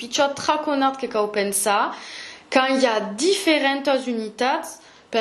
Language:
Occitan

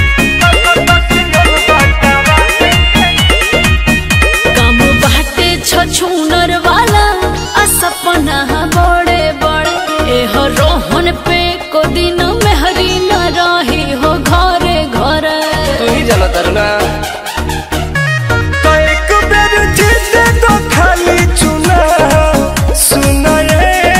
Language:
Bhojpuri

